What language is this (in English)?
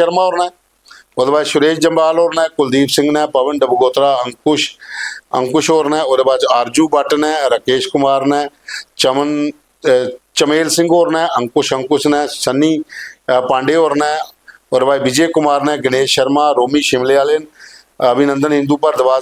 Dogri